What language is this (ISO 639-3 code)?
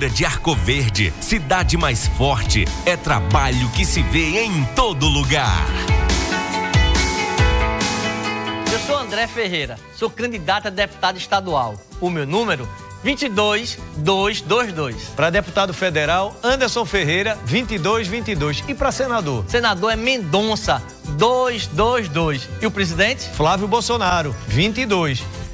por